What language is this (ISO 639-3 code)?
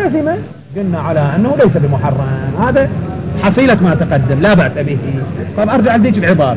ara